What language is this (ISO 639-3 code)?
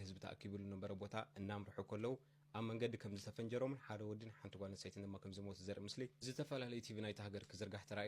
tir